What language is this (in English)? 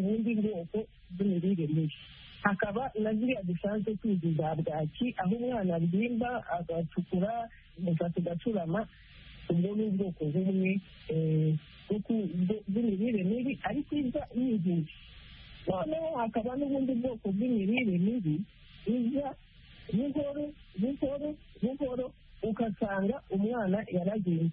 Kinyarwanda